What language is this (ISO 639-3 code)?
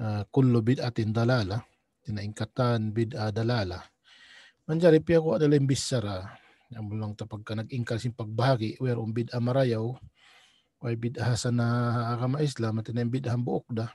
tsg